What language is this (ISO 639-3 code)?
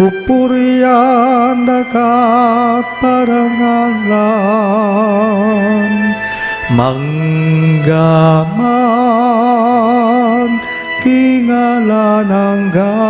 pam